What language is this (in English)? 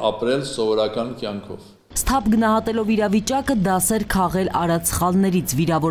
Armenian